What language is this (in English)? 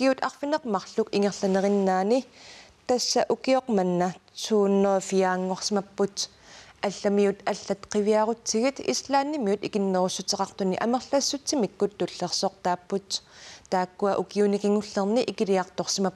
Kalaallisut